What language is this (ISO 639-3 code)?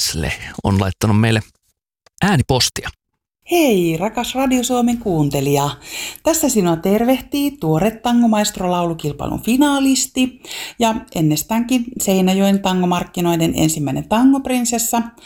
fin